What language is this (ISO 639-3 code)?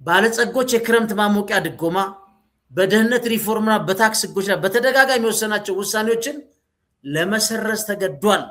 amh